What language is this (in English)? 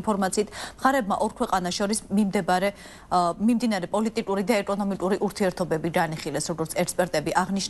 Georgian